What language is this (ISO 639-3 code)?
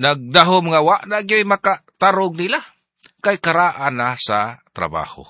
ceb